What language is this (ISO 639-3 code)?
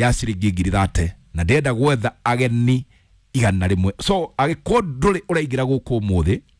kik